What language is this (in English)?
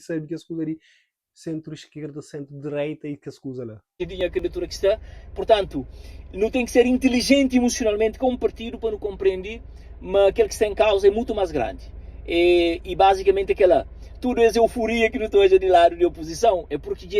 Kabuverdianu